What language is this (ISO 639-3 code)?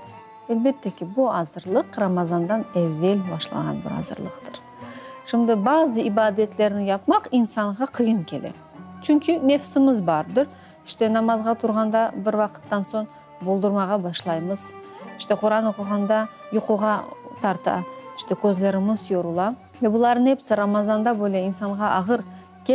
crh